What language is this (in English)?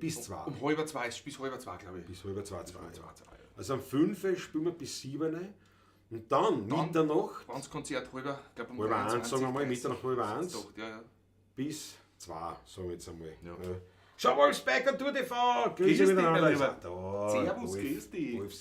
Bavarian